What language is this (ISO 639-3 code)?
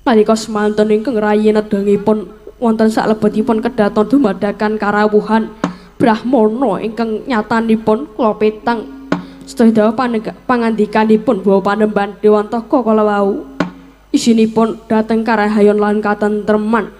jav